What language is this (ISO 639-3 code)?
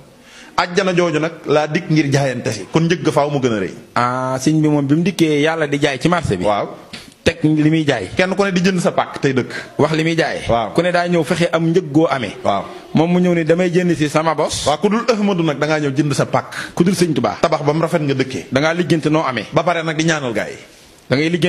wol